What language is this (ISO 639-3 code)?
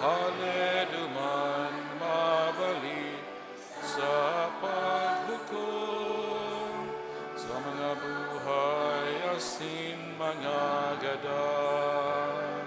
bik